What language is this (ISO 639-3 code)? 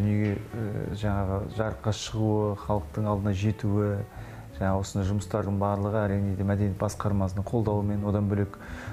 kaz